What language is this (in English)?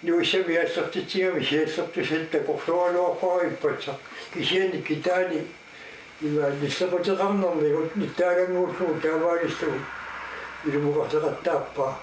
Kalaallisut